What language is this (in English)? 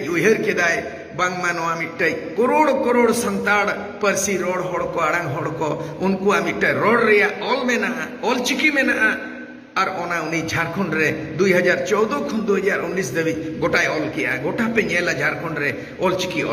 Santali